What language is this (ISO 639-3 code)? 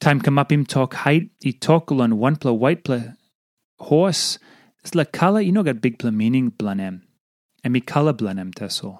tpi